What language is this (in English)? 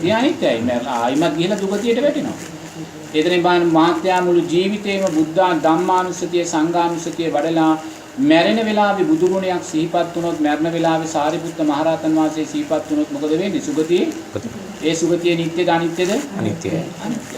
Sinhala